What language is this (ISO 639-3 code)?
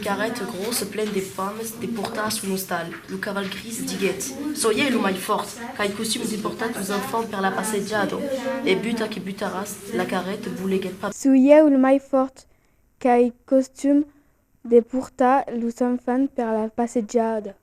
oci